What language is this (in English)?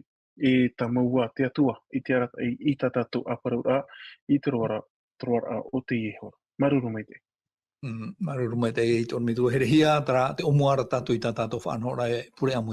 Tahitian